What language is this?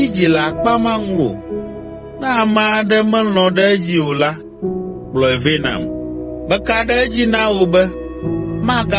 Ewe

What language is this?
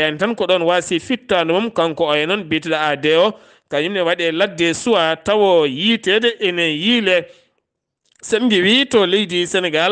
Fula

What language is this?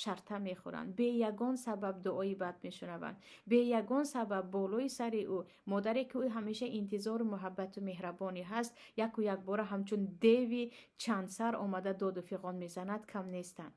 Tajik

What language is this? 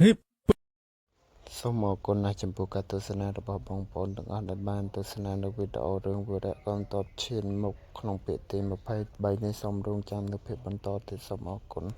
Khmer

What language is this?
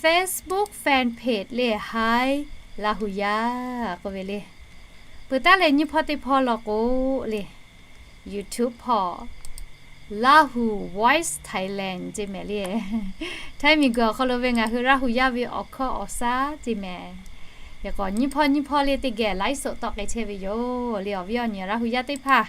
Lahu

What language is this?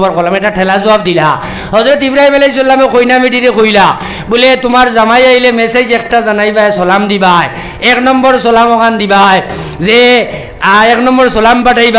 Sylheti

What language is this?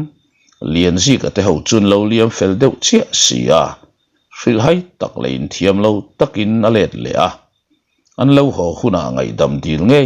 Mizo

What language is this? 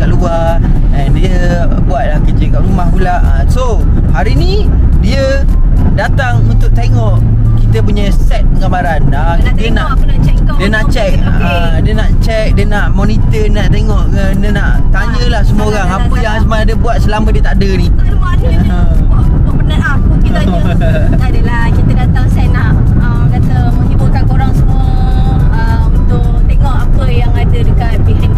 Malay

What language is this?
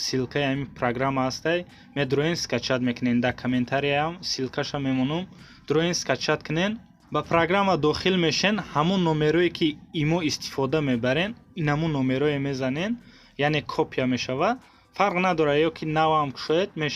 Tajik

